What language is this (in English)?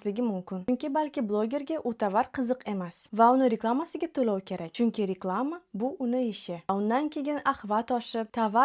Uzbek